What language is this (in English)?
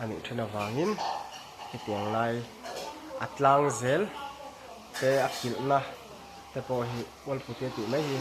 Mizo